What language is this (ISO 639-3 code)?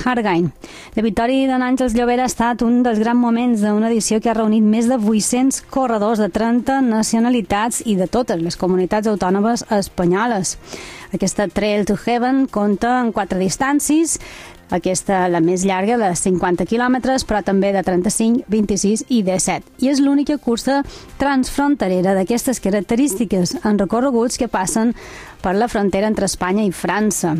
cat